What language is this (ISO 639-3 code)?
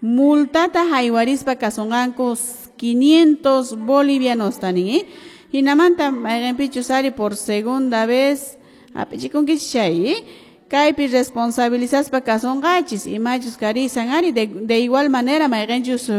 que